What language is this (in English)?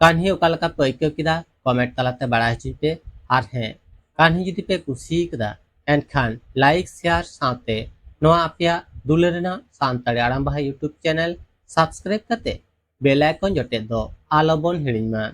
Santali